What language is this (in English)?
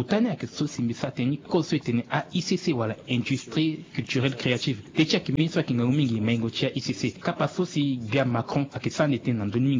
Sango